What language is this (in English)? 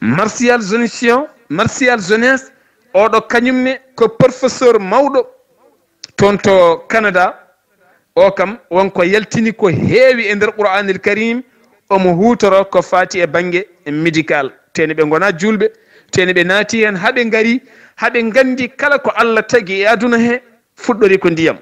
Fula